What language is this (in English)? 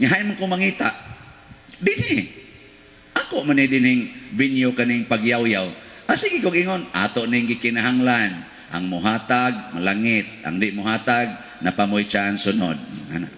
Cebuano